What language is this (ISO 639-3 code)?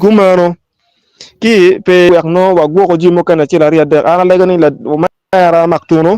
ach